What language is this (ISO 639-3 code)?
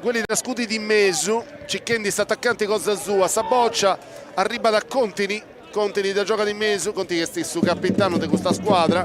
srd